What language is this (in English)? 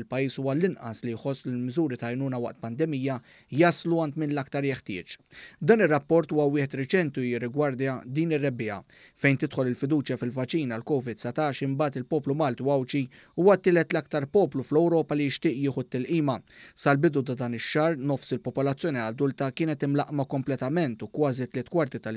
Maltese